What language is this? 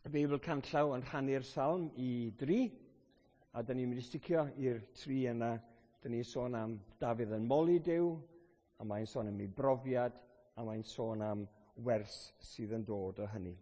Welsh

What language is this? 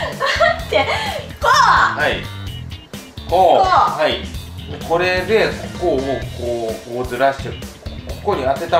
Japanese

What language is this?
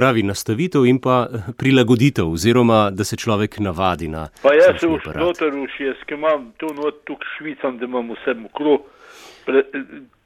Slovenian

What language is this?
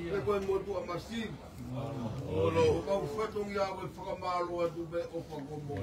Tongan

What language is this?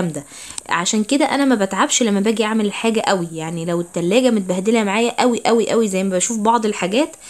Egyptian Arabic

